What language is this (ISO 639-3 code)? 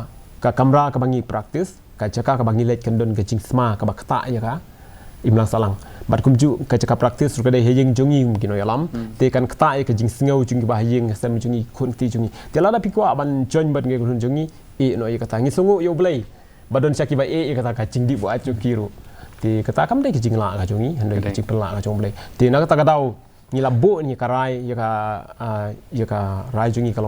kha